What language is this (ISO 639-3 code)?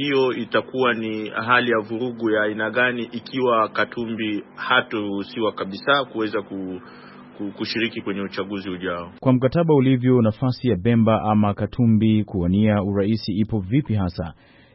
swa